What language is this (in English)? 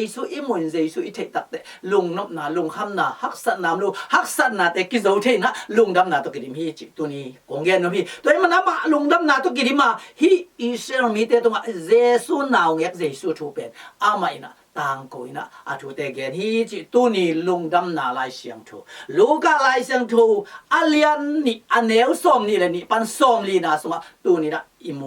Tedim Chin